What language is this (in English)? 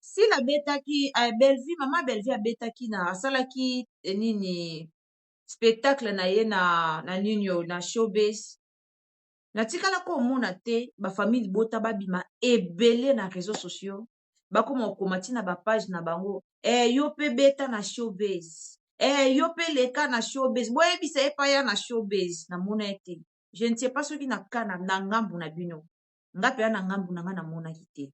Lingala